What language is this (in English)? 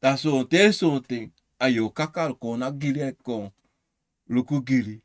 Sranan Tongo